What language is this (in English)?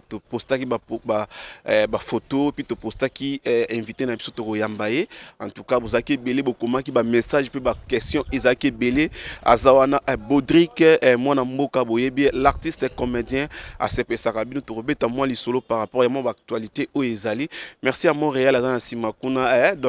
Lingala